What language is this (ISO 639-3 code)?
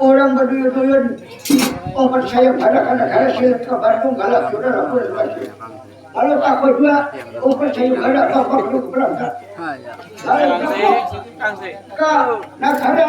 bjn